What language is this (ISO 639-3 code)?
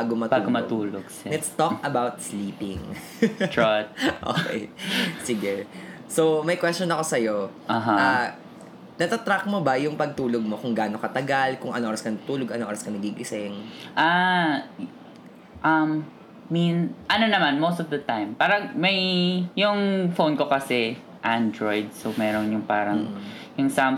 fil